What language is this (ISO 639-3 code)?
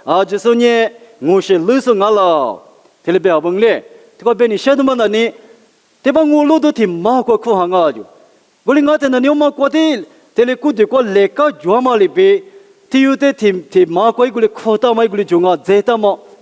lis